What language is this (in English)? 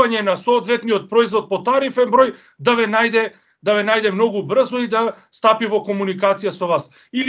Macedonian